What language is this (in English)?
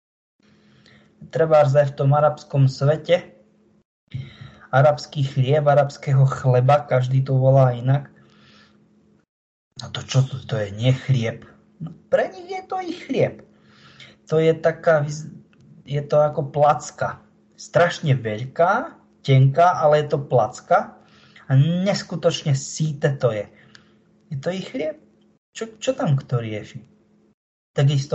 Slovak